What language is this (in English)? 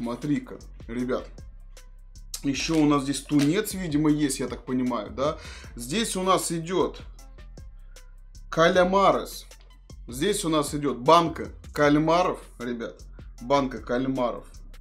Russian